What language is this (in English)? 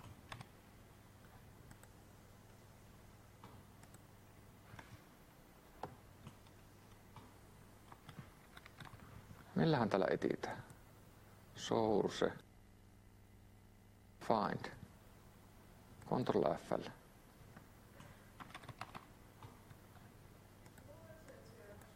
Finnish